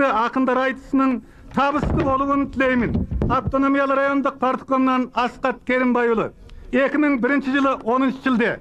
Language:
Kazakh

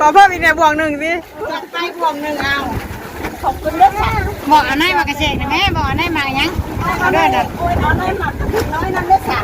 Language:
Northeastern Thai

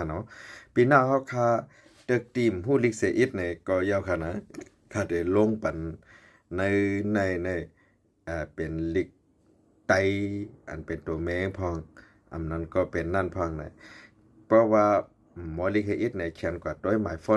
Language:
Shan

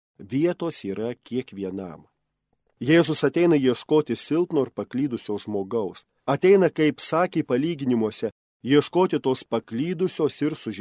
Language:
Lithuanian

